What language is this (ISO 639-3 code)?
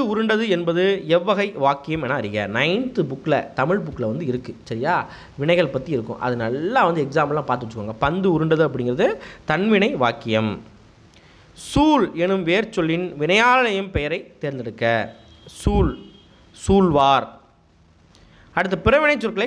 tam